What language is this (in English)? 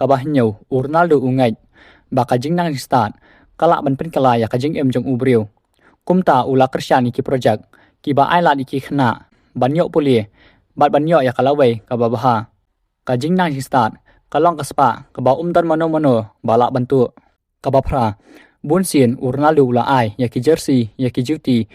Khasi